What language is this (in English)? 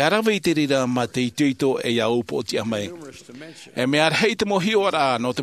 Tahitian